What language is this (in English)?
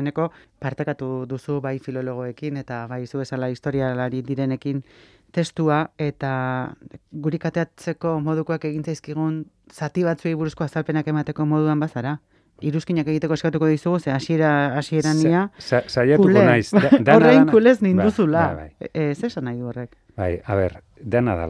Basque